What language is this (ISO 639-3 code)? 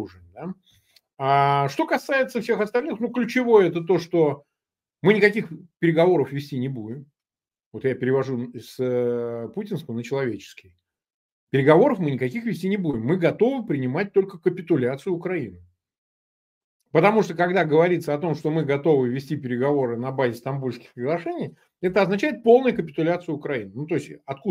rus